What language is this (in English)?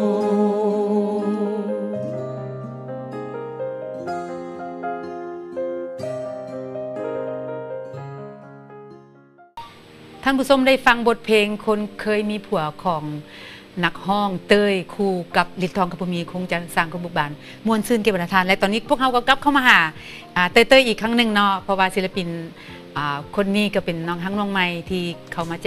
Thai